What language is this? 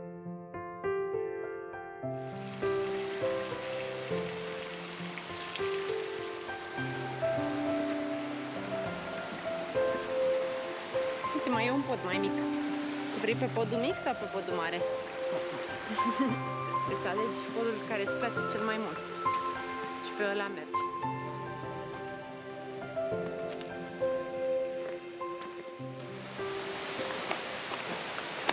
Romanian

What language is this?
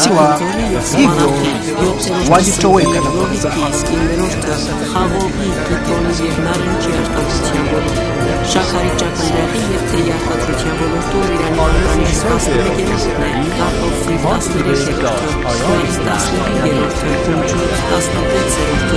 Swahili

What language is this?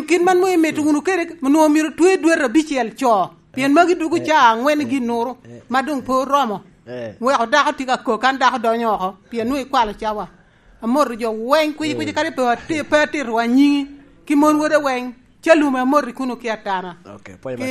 Lango (Uganda)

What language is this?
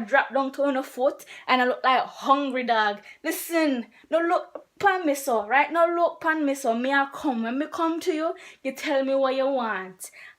Jamaican Creole English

